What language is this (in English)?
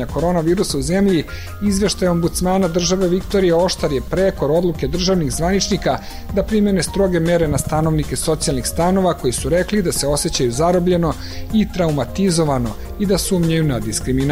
Serbian